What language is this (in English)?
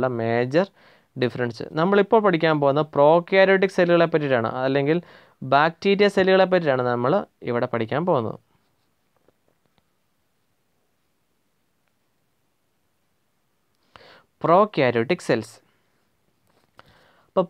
Malayalam